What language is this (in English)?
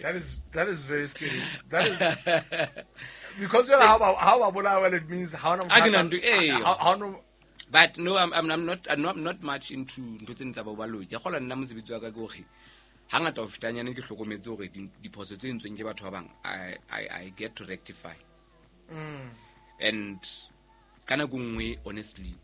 Southern Sotho